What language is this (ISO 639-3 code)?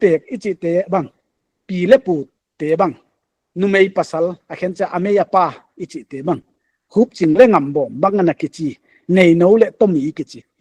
pck